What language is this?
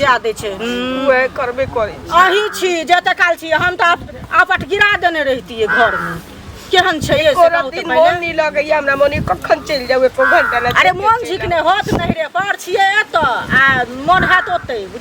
Maithili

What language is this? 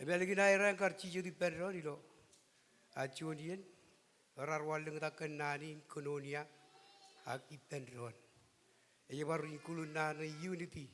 Marshallese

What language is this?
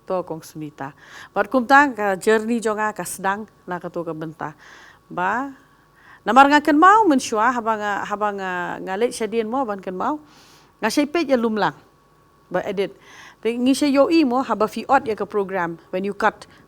Khasi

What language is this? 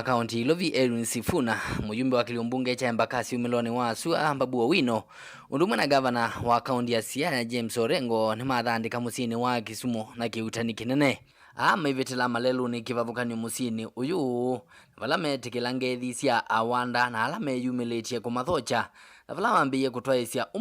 Kamba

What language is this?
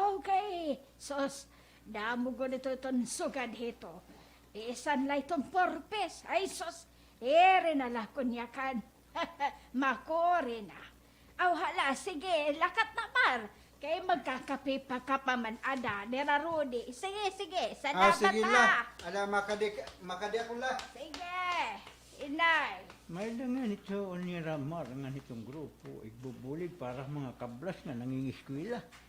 Waray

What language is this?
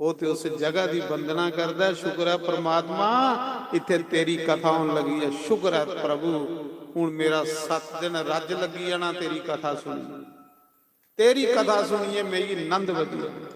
Dogri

